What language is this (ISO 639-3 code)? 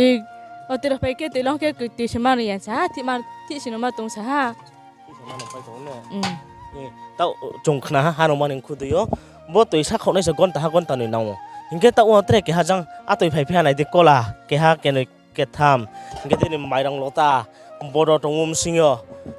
ria